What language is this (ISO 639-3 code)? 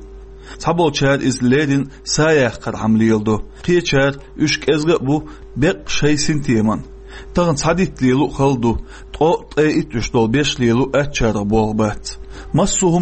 che